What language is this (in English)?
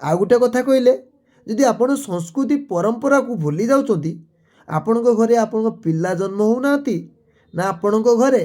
Odia